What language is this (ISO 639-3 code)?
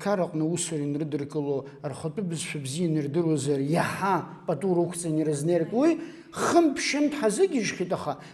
abk